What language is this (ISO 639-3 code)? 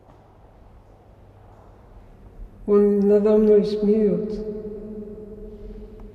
rus